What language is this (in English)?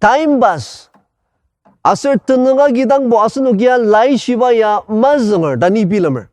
Ao Naga